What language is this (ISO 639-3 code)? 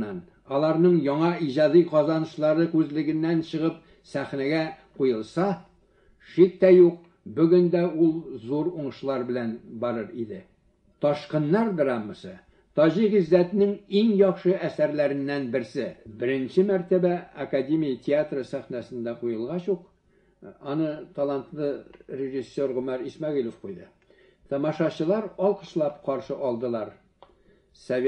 tat